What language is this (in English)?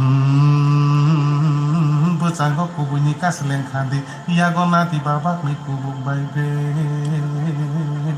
Kok Borok